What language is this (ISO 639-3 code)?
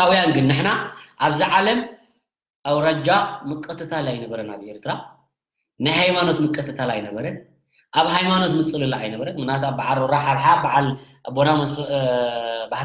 tir